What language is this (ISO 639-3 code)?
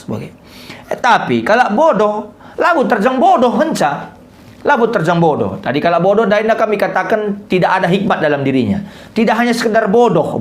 btx